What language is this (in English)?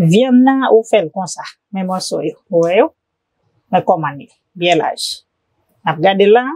Haitian Creole